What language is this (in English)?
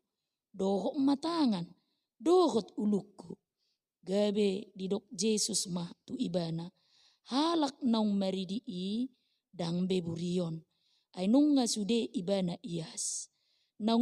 Batak Toba